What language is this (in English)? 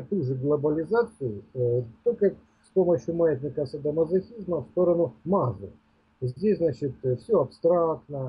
Russian